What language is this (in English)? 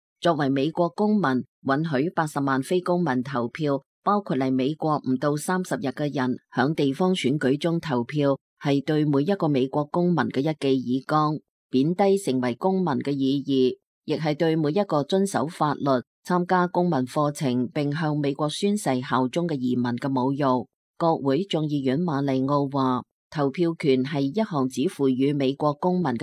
Cantonese